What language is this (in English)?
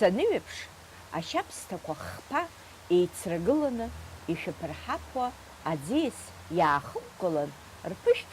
Abkhazian